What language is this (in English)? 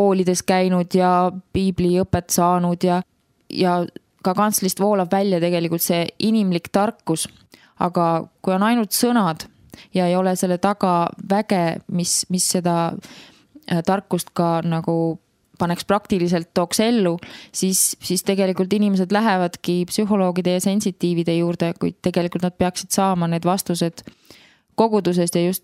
Estonian